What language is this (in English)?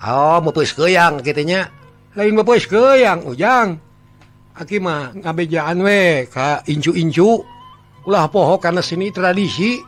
Sundanese